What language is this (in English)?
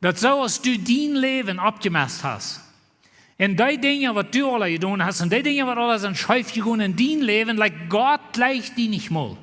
Plautdietsch